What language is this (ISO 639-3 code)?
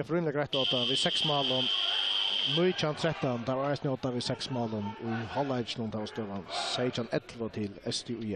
fao